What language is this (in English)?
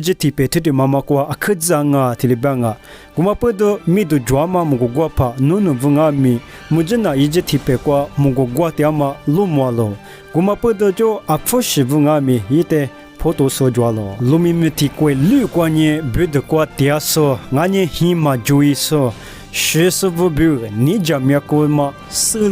Lisu